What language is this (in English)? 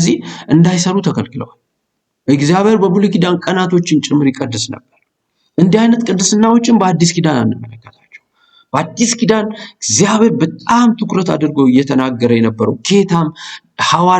Amharic